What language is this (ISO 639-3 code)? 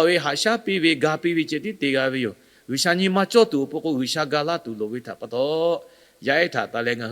lhu